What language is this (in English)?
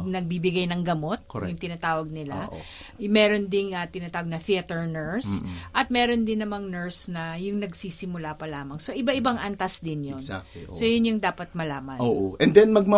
Filipino